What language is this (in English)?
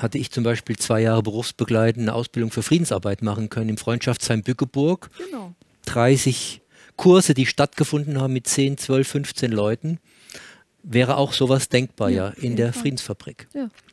German